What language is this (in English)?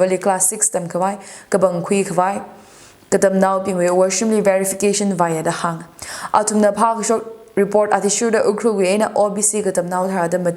Tangkhul Naga (India)